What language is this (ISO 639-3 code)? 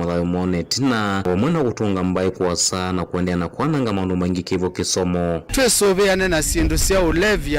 kam